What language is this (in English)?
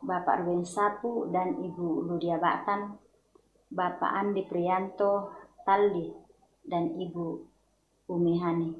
Toraja-Sa'dan